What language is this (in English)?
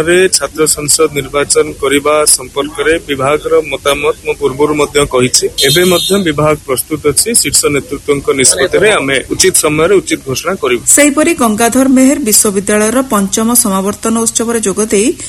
Odia